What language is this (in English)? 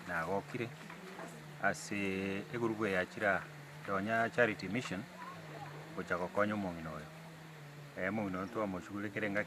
Gusii